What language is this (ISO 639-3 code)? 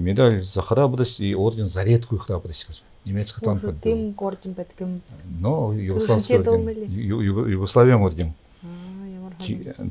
bua